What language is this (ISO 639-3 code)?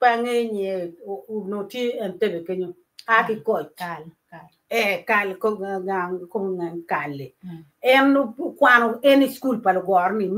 ach